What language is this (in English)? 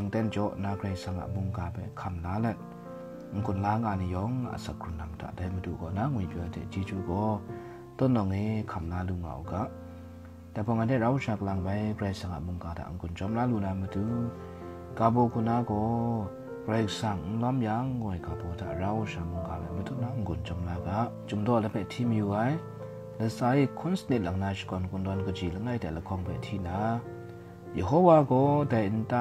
Kachin